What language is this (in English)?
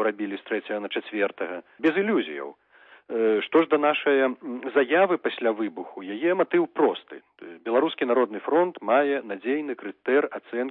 Belarusian